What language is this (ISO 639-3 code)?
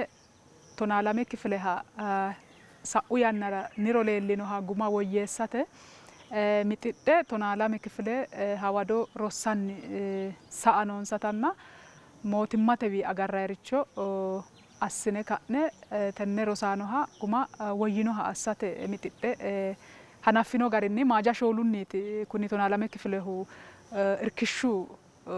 sid